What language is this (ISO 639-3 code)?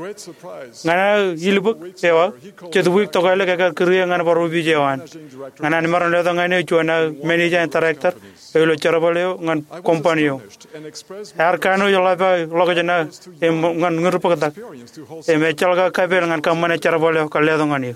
mah